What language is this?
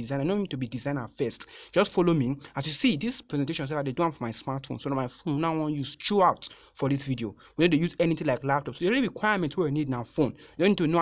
Nigerian Pidgin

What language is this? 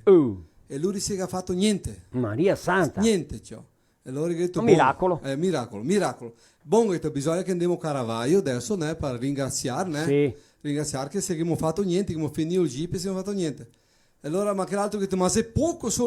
Venetian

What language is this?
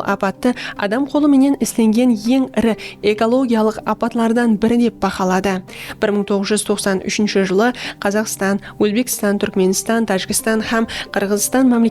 Kara-Kalpak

